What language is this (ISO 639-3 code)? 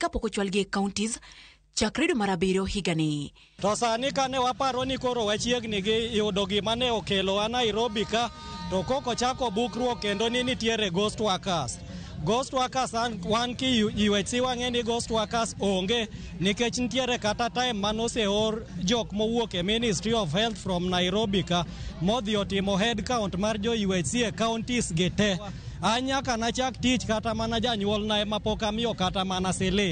luo